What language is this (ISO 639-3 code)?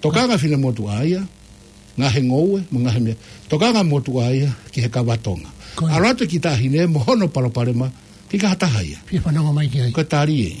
ton